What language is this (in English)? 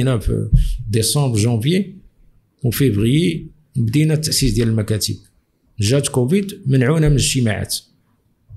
Moroccan Arabic